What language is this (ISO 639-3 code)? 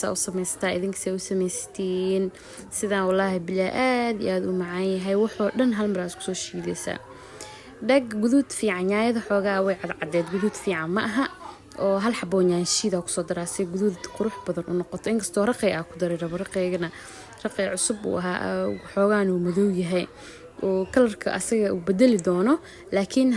som